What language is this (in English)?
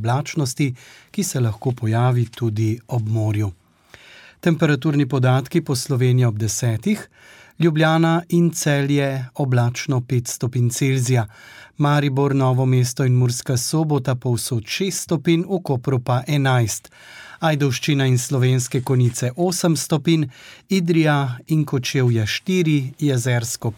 Slovenian